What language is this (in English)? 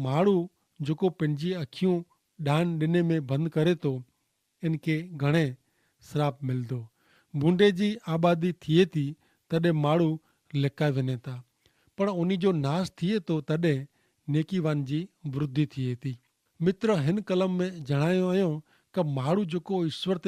Kachhi